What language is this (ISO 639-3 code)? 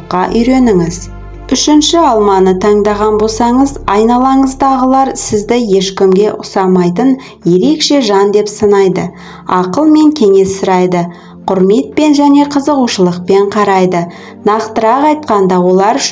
kaz